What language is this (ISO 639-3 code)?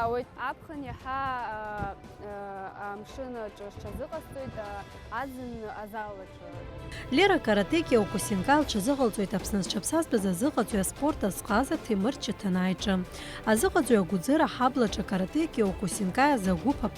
abk